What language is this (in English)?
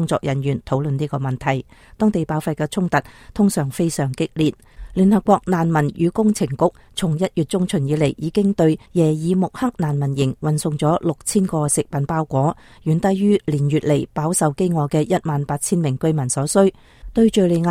Cantonese